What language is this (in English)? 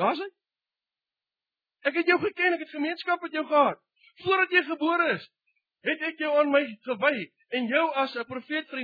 Afrikaans